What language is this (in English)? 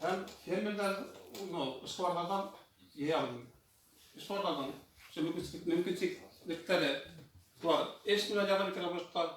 Bashkir